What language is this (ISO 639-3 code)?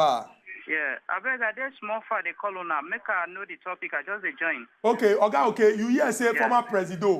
pcm